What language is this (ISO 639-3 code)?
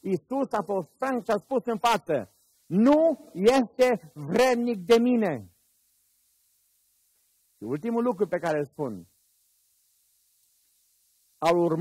ron